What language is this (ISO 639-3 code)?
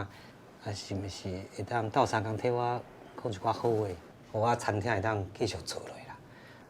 nan